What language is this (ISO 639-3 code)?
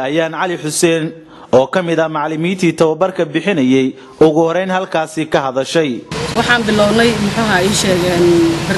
som